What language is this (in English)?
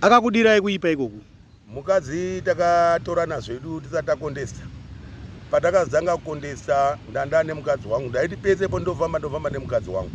Shona